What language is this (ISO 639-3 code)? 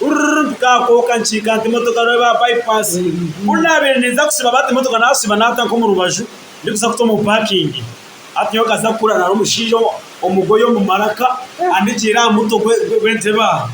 nyn